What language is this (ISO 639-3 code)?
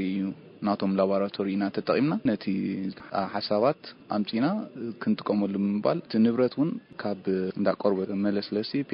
tir